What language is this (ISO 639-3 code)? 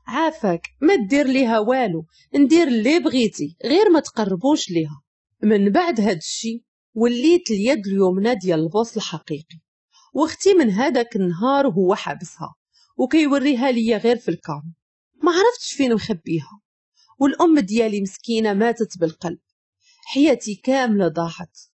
ary